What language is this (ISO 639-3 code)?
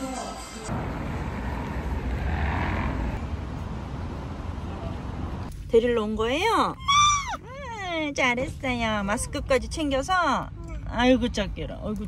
kor